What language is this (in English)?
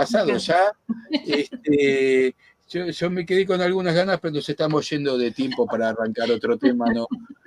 Ladino